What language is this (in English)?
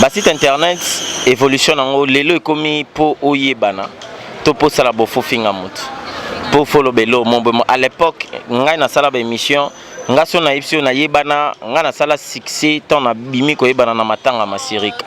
Lingala